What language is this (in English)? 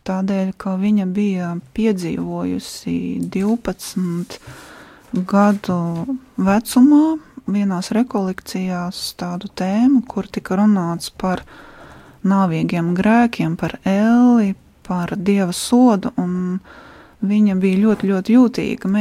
Latvian